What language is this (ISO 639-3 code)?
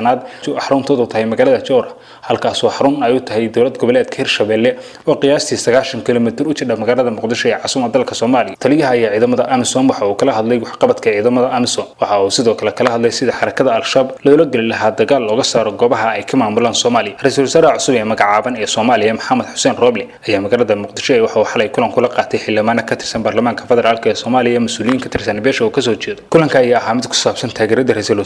som